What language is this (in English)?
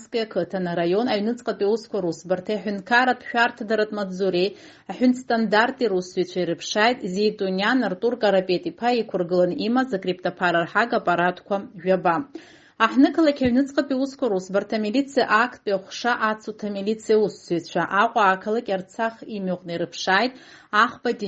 Abkhazian